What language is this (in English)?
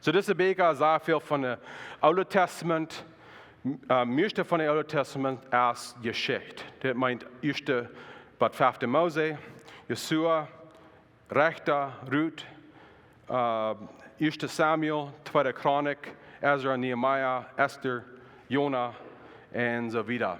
Plautdietsch